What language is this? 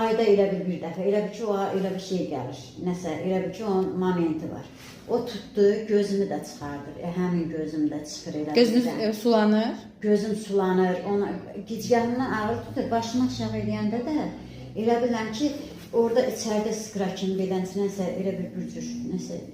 Azerbaijani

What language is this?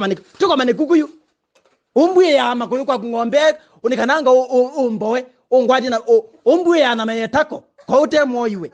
Kamba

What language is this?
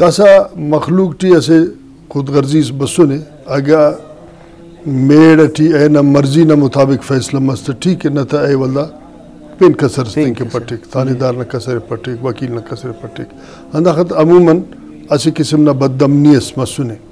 Brahui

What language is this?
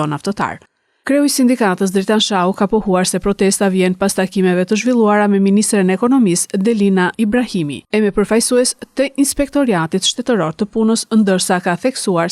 Albanian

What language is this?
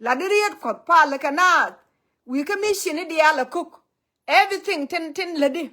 Nuer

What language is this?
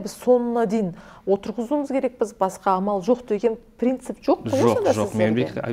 Kazakh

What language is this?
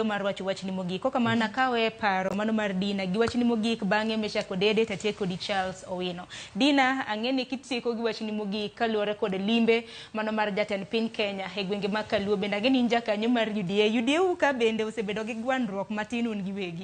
Luo (Kenya and Tanzania)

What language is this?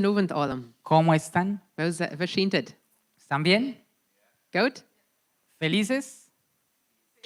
Plautdietsch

